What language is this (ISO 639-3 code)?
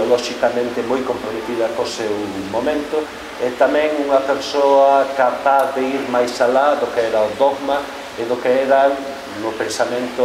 glg